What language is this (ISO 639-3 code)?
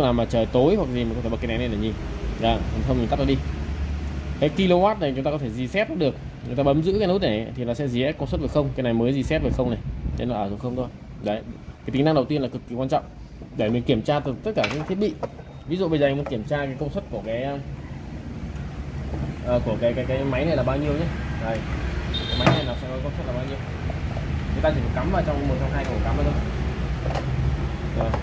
vie